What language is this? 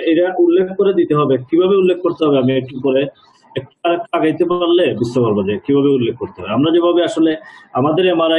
Bangla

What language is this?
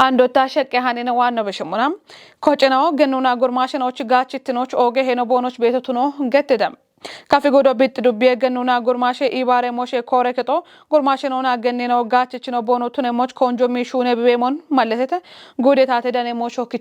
Kafa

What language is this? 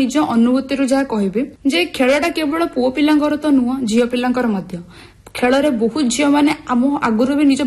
Odia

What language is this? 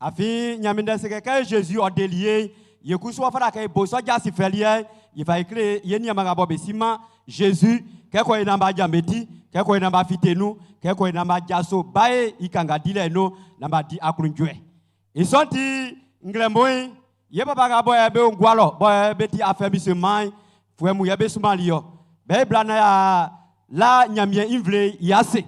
Baoulé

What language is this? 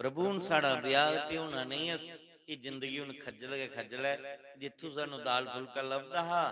Dogri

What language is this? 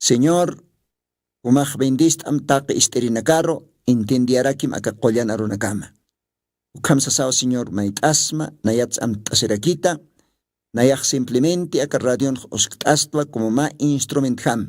Aymara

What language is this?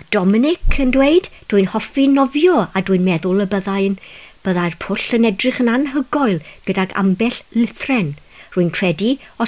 Welsh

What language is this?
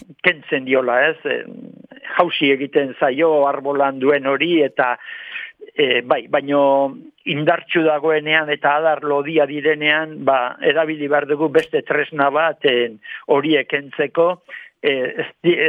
Basque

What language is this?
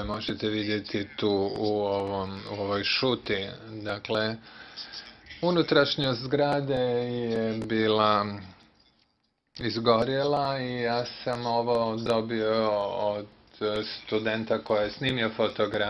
Croatian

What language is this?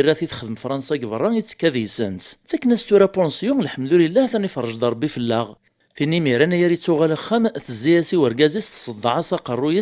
Kabyle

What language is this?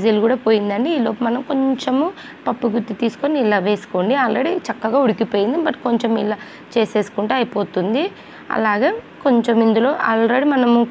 Telugu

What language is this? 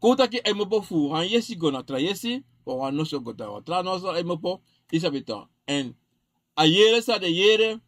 Sranan Tongo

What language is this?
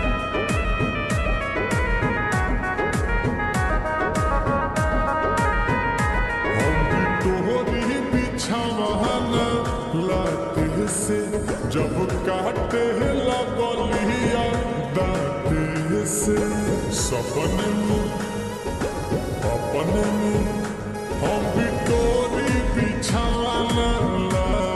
Bhojpuri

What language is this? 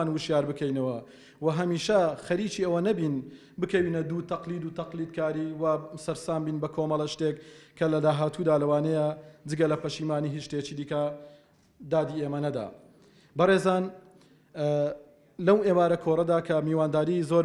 Central Kurdish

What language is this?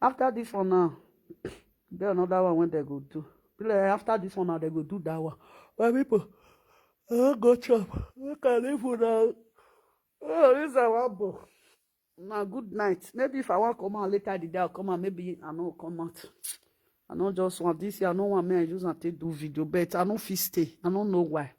Nigerian Pidgin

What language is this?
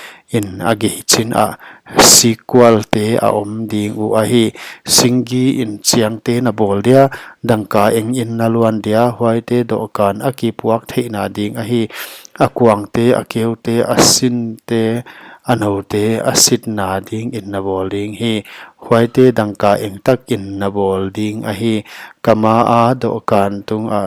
Paite Chin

